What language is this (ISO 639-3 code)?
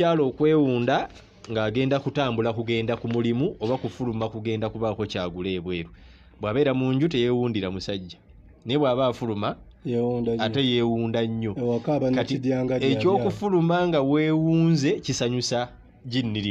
lug